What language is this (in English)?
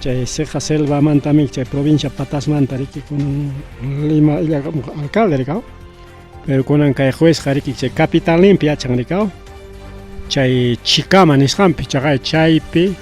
Ayacucho Quechua